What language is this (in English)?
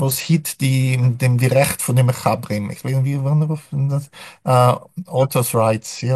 Yiddish